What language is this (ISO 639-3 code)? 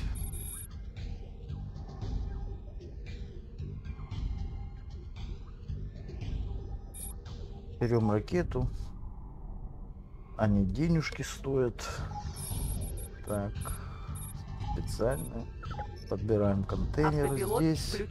rus